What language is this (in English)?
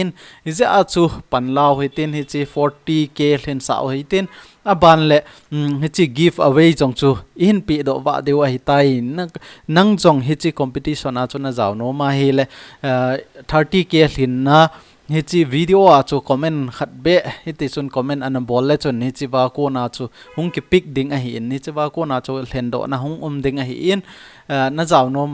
Thado Chin